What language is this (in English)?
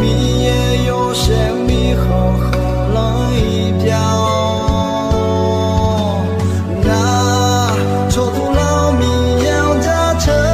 Akha